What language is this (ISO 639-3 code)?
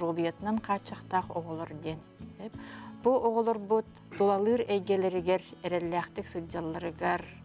sah